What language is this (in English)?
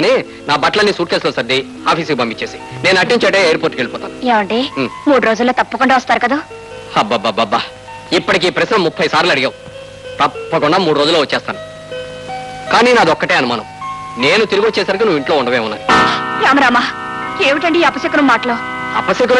Telugu